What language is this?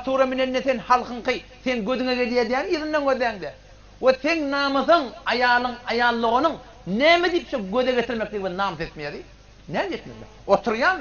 Turkmen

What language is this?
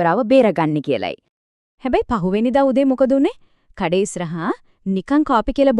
Sinhala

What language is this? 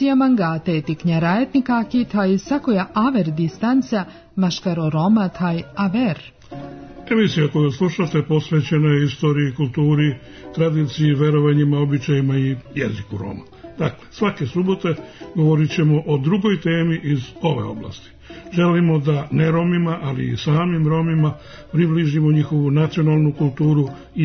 Serbian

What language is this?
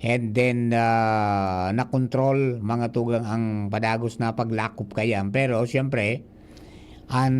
Bikol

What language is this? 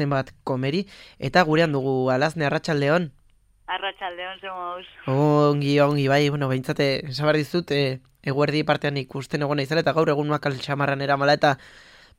Basque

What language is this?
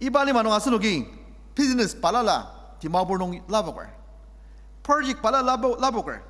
Ao Naga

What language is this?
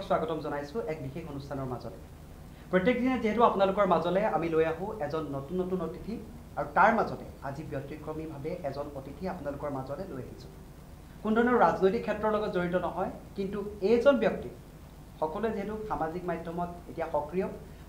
Assamese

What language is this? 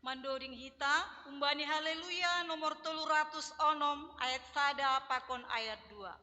Batak Simalungun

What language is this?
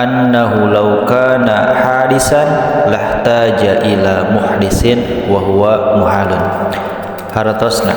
Sundanese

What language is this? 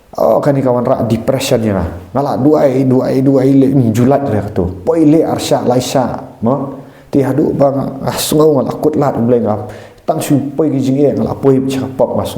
Khasi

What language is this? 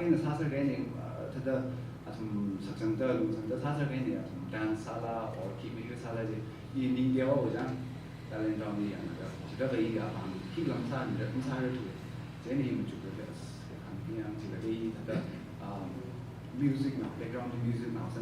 Tangkhul Naga (India)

